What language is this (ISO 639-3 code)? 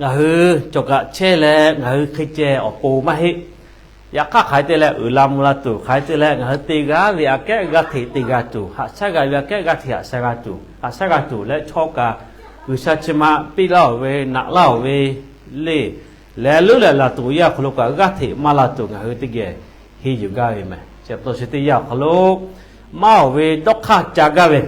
lhu